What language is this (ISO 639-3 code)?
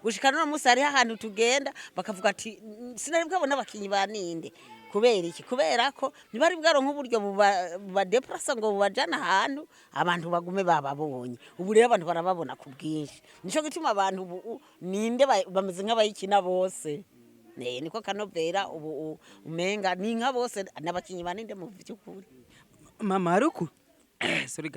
run